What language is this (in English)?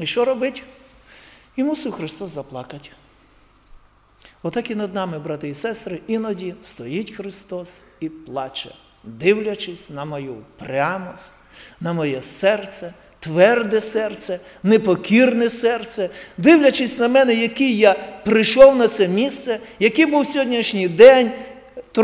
Ukrainian